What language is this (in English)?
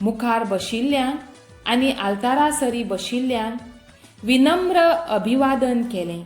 Konkani